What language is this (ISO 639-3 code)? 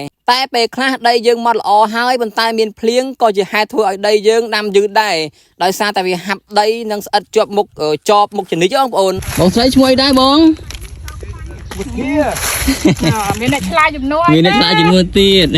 khm